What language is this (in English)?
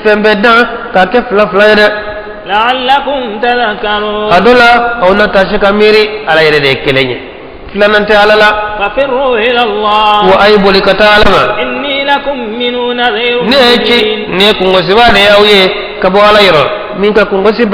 Bambara